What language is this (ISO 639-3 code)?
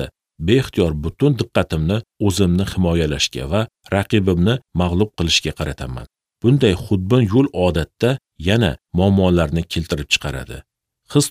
uzb